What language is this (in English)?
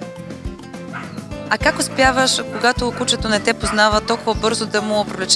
Bulgarian